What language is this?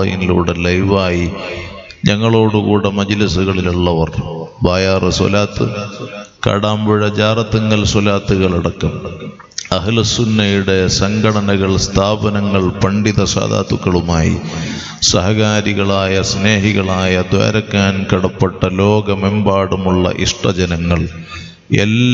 Malayalam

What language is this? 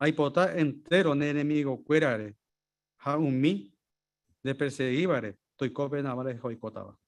Guarani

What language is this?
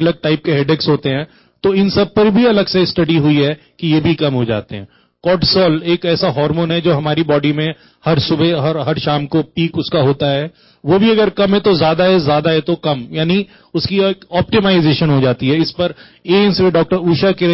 Hindi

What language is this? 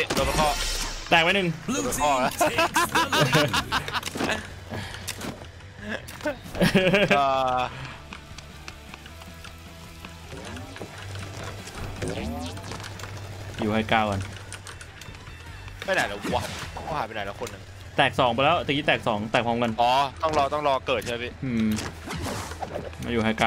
Thai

